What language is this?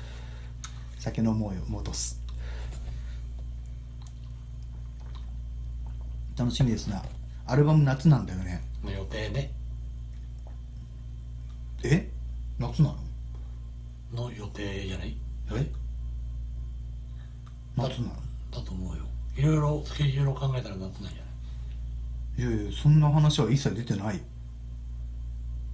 Japanese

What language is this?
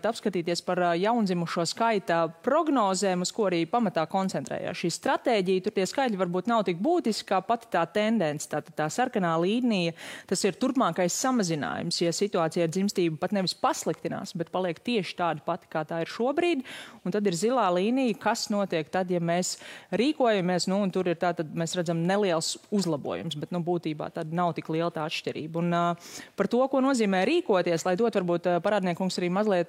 Latvian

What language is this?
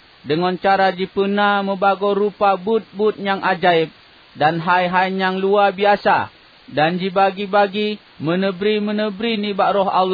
Achinese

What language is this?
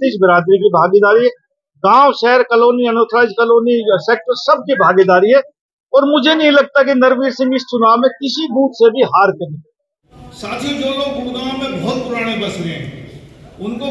Hindi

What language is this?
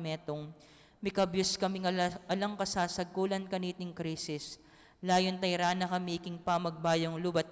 Pampanga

